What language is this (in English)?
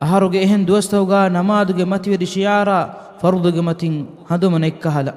Divehi